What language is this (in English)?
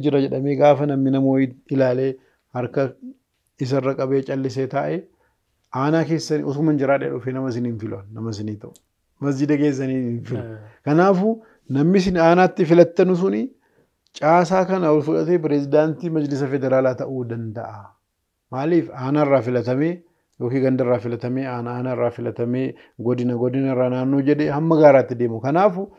Oromo